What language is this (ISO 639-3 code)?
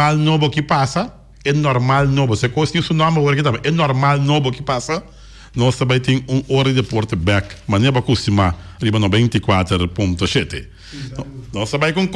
pap